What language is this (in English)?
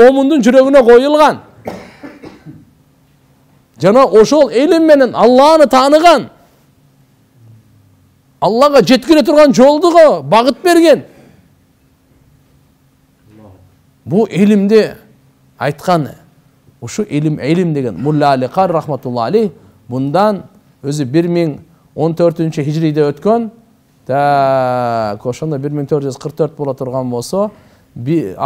Kyrgyz